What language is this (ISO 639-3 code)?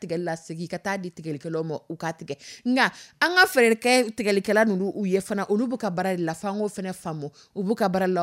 dyu